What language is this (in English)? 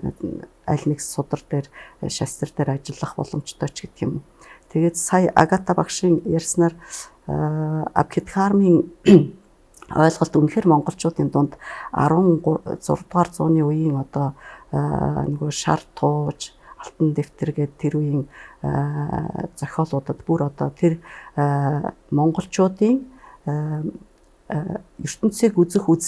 Mongolian